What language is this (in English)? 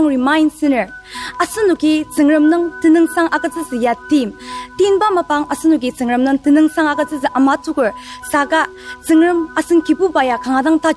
Ao Naga